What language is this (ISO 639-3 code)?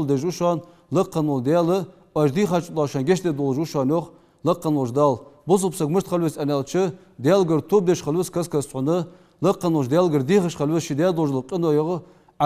inh